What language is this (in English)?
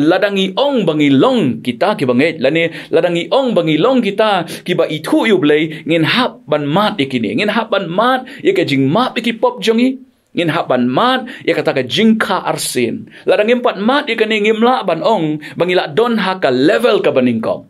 Khasi